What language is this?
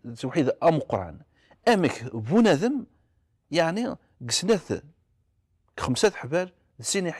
Kabyle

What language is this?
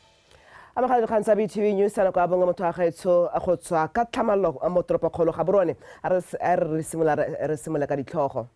Tswana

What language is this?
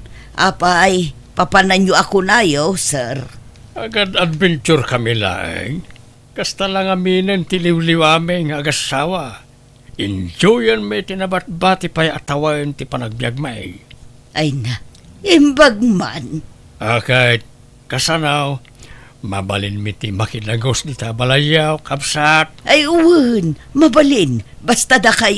Iloko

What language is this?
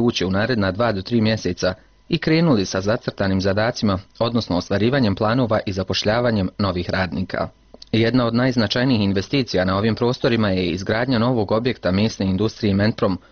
Bosnian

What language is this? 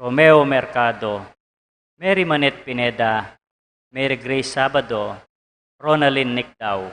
Pampanga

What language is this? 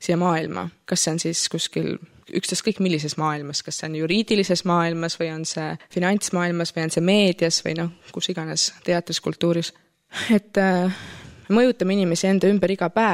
Estonian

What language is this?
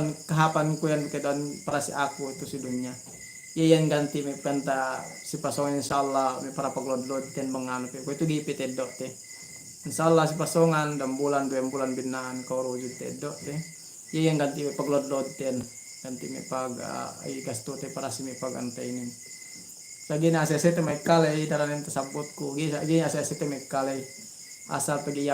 Yakan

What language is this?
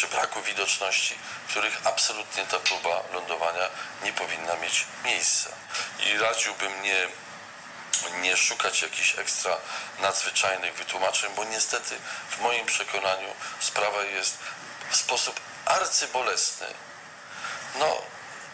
Polish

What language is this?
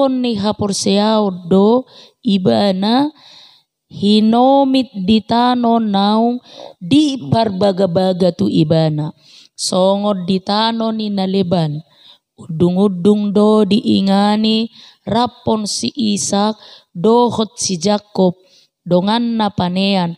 Batak Toba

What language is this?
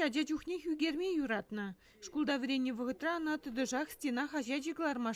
Chuvash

